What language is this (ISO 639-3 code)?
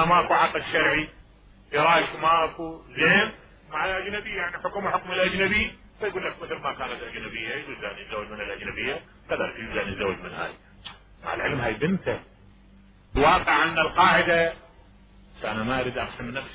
acm